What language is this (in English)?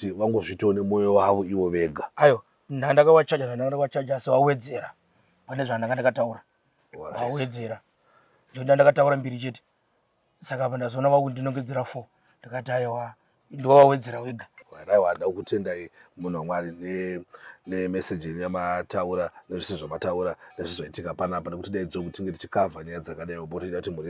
Shona